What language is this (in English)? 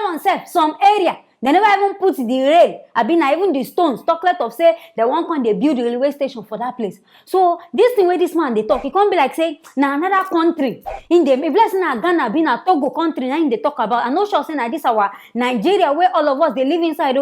Nigerian Pidgin